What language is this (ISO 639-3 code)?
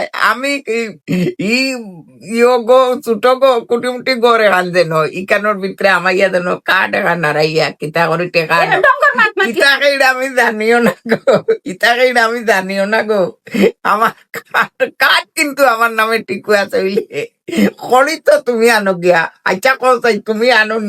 syl